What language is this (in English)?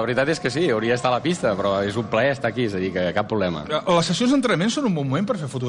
Catalan